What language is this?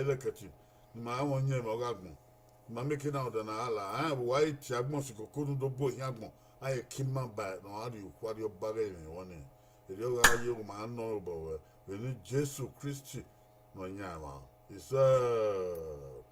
Bini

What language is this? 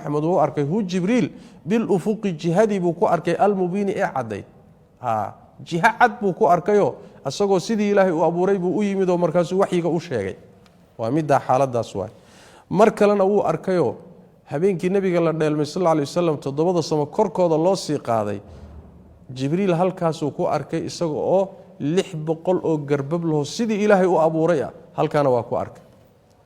Somali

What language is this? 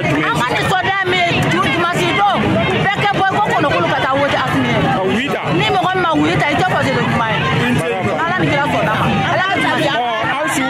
Bambara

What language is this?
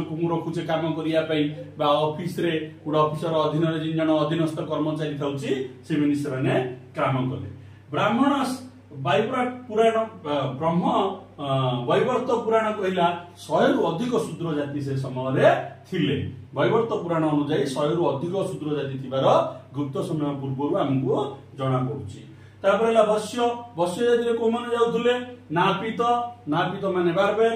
Odia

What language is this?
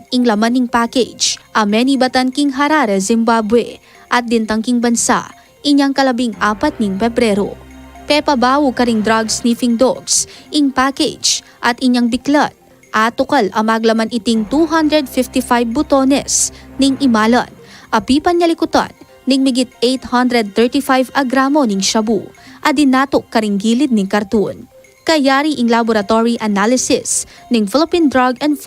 Pampanga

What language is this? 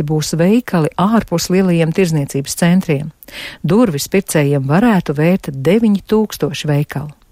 Latvian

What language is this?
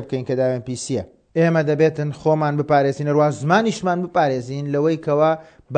Central Kurdish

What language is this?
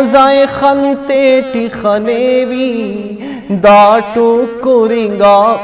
Brahui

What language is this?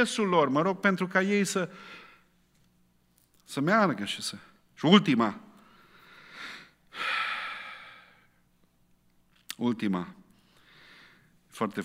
Romanian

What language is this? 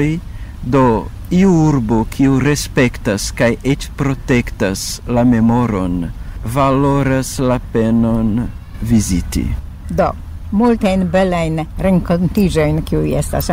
Esperanto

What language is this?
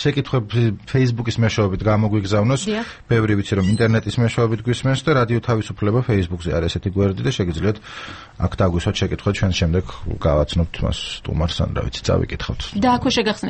Georgian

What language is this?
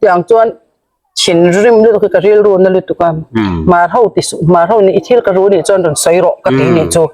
Hmar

